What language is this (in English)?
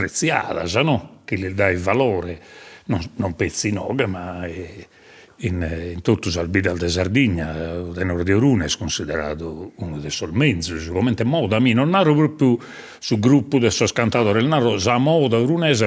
Sardinian